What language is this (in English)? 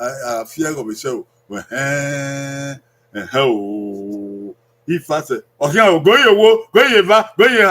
Bini